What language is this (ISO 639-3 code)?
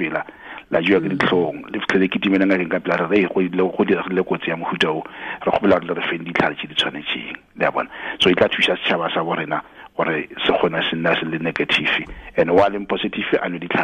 tsn